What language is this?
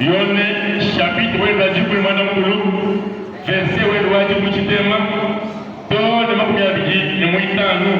Luba-Lulua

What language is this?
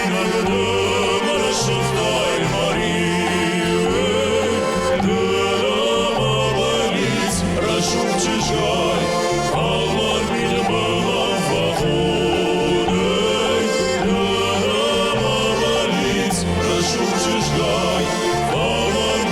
Ossetic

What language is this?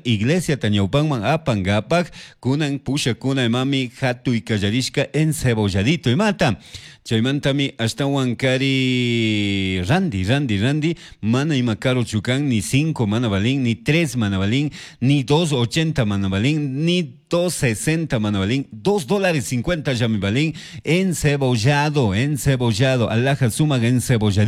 Chimborazo Highland Quichua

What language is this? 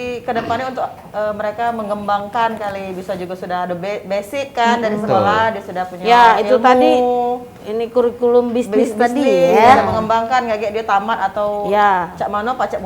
Musi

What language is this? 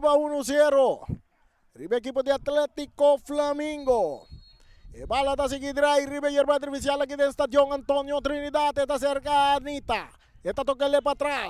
Papiamento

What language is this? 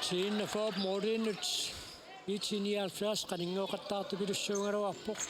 Kalaallisut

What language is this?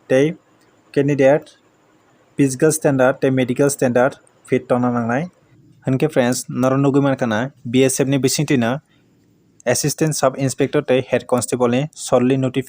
Kok Borok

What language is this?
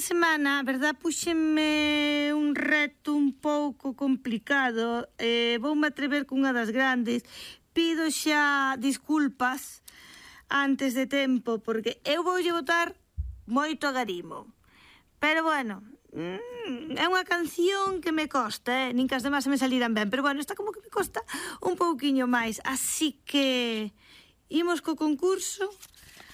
Galician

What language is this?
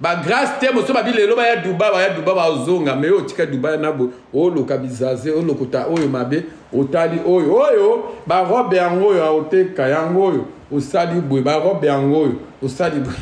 Lingala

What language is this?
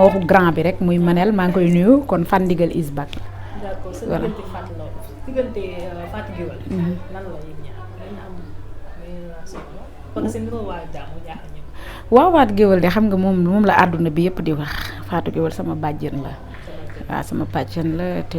Wolof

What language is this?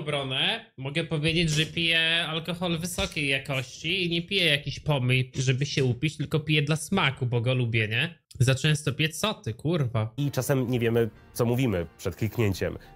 Polish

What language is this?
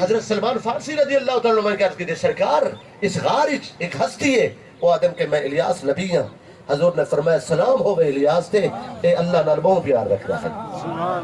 Saraiki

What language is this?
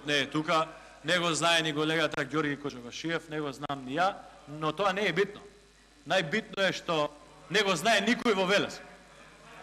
Macedonian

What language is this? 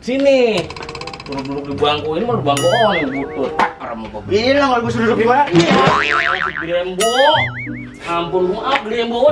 Betawi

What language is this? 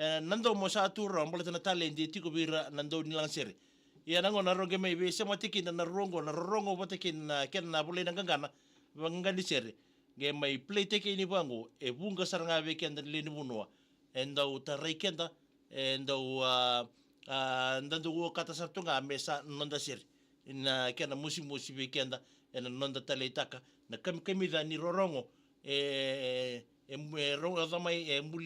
Fijian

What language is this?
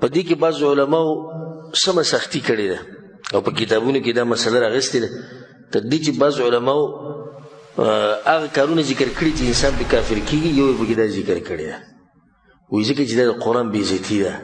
Pashto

